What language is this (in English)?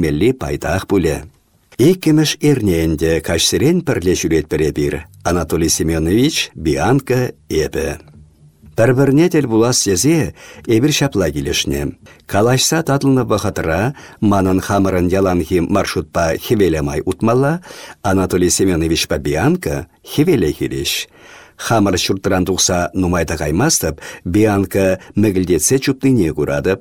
Chuvash